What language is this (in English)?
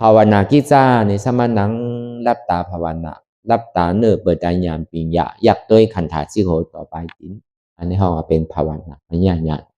Shan